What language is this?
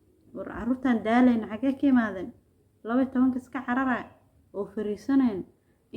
Somali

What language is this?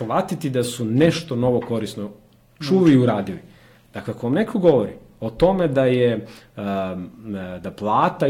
Serbian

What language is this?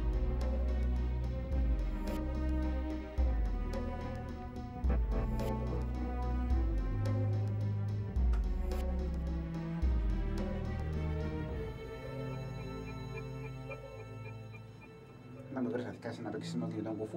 Greek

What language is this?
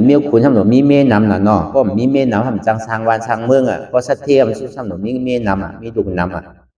Shan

